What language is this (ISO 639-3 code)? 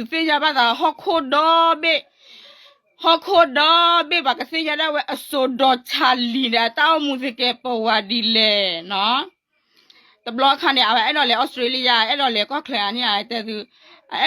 ksw